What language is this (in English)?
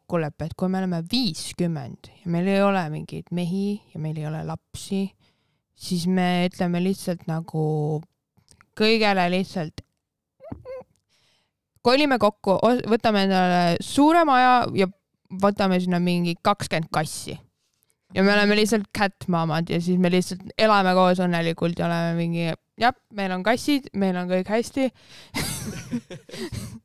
Estonian